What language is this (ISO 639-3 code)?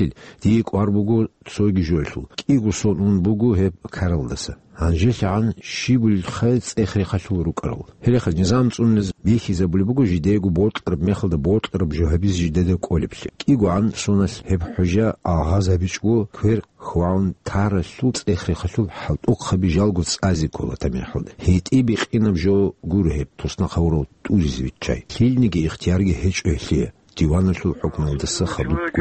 ava